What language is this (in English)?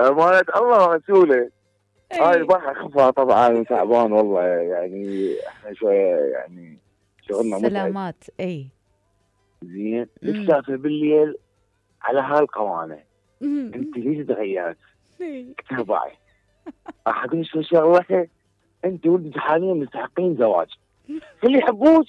Mesopotamian Arabic